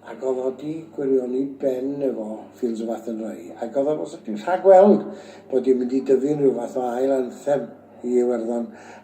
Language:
Welsh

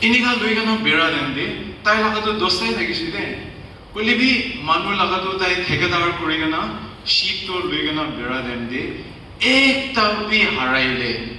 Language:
Naga Pidgin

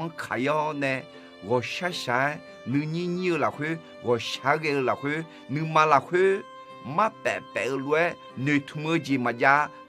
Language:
Akha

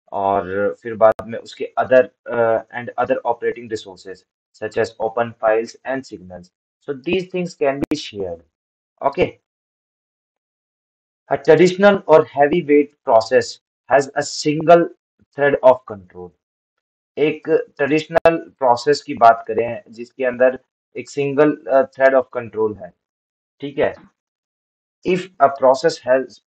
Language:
Hindi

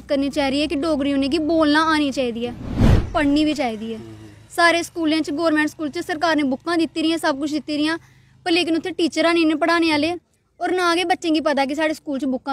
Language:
Dogri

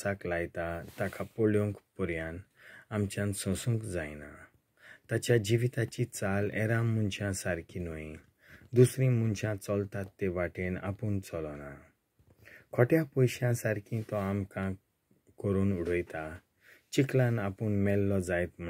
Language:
Konkani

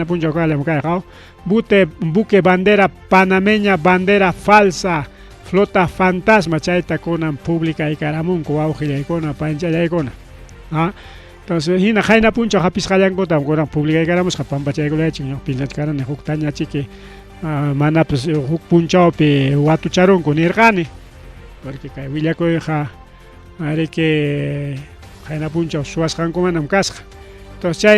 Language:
Ayacucho Quechua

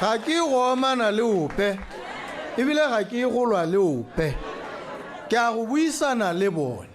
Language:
Tswana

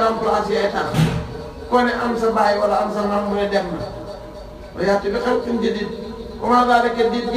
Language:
Wolof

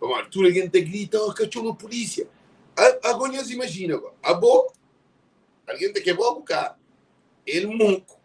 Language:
Kabuverdianu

